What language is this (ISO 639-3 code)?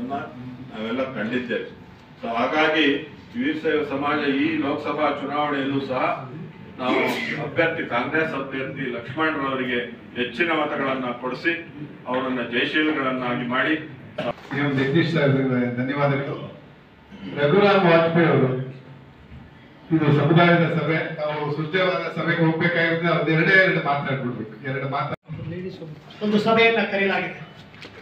kan